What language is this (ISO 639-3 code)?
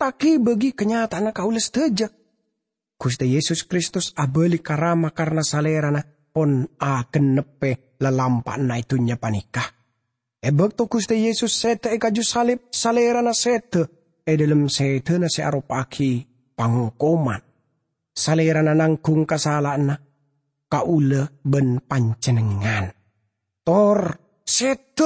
mad